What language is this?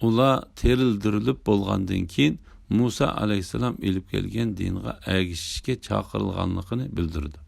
Uyghur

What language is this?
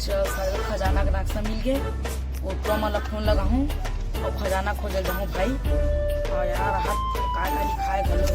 Chhattisgarhi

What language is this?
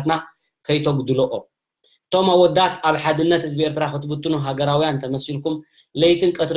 Tigrinya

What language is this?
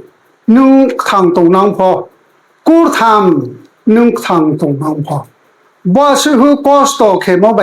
Riang (India)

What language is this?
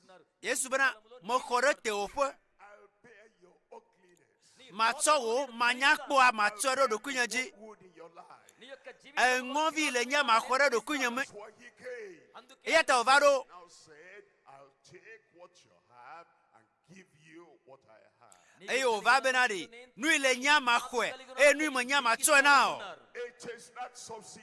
Ewe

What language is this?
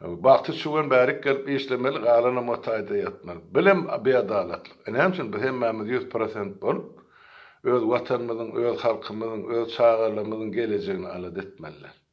Turkmen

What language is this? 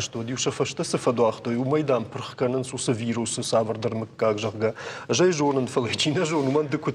Ossetic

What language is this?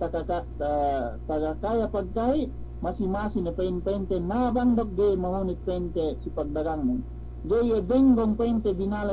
Yakan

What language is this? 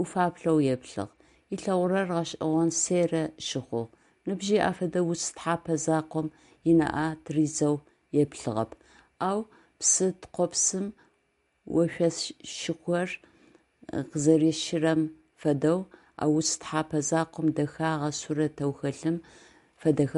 Adyghe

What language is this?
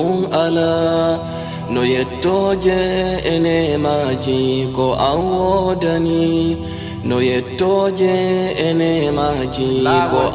Pular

